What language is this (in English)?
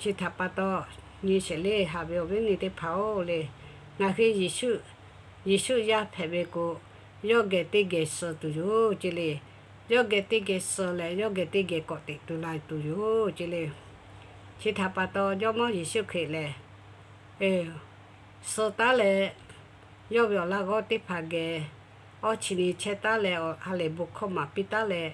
Lahu